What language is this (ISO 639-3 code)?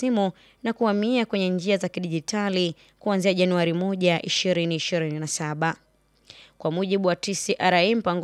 swa